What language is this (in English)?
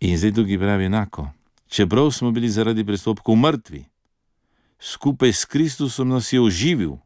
Slovenian